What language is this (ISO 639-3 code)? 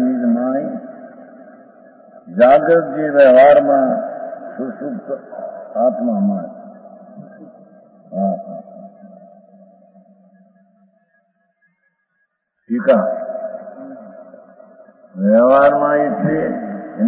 guj